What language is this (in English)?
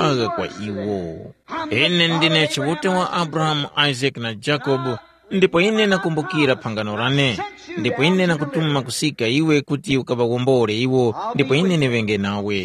Tumbuka